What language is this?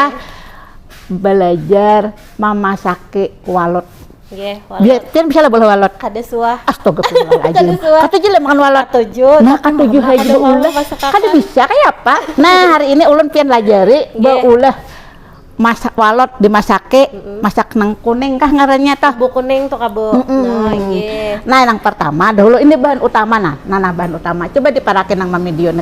Banjar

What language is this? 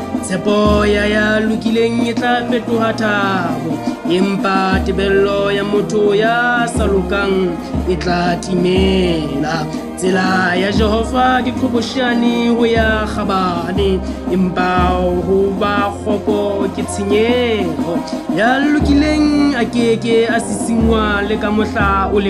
Southern Sotho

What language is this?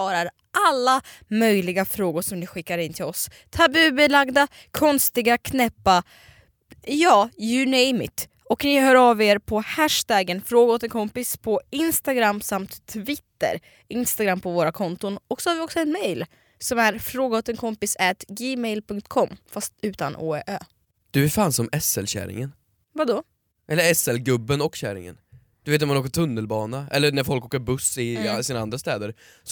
Swedish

